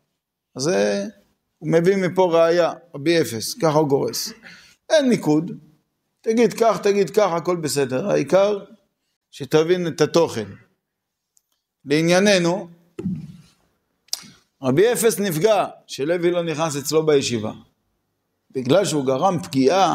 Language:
Hebrew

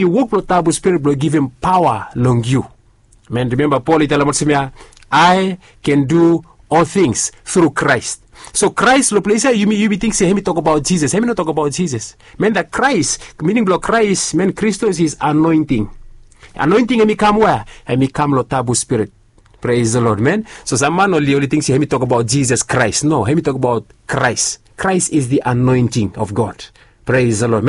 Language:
Bislama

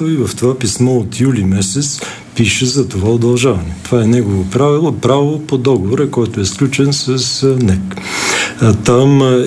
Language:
Bulgarian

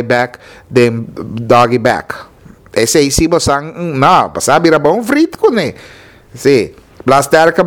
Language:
Papiamento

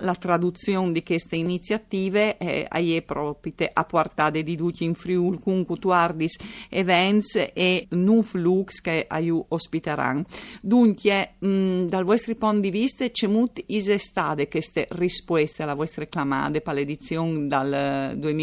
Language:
Friulian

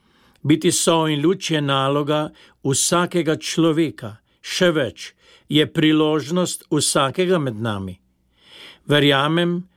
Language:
Slovenian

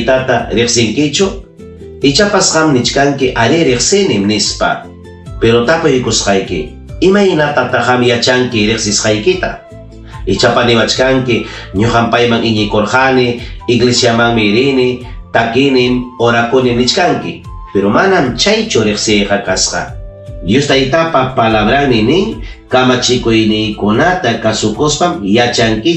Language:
Ayacucho Quechua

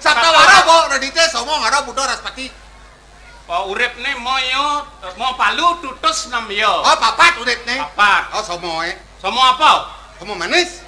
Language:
Balinese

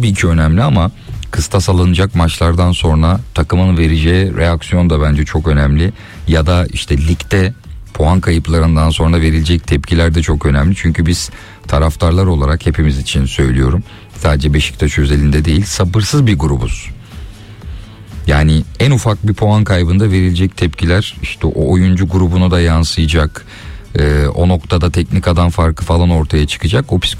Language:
Turkish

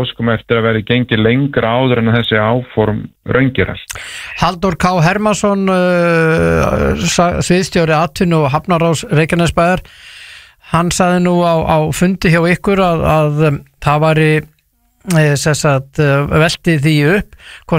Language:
Icelandic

